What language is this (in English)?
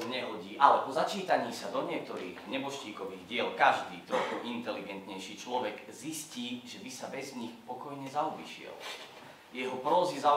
Slovak